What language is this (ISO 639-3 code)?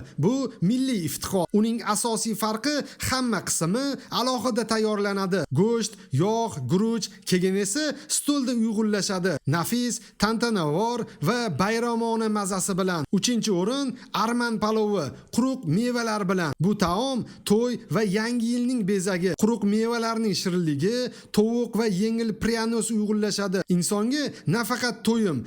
uzb